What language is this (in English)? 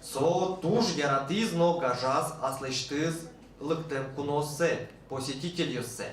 Udmurt